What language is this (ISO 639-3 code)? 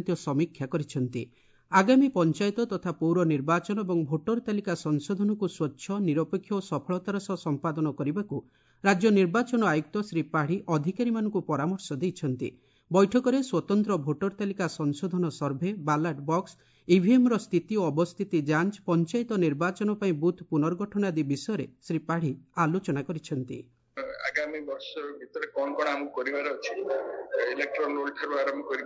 ori